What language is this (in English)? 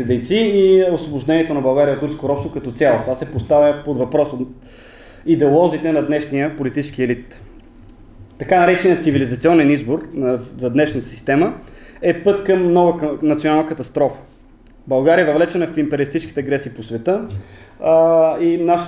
Bulgarian